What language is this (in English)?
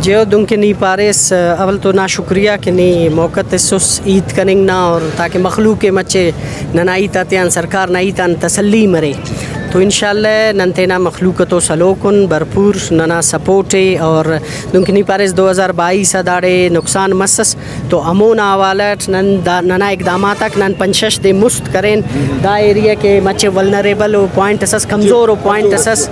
Brahui